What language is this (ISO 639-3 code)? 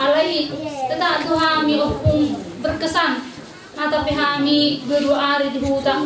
bbc